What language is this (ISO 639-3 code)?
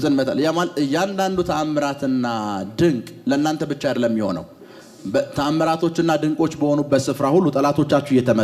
amh